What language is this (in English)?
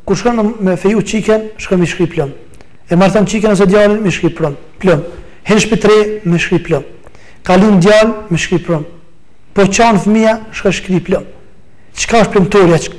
Albanian